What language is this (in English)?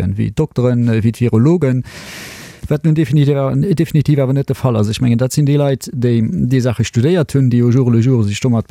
Luxembourgish